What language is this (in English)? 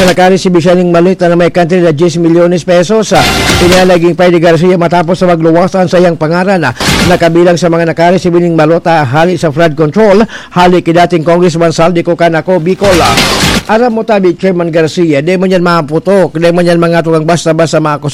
Bikol